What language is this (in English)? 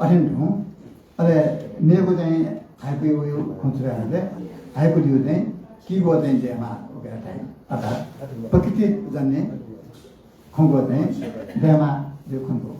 Newari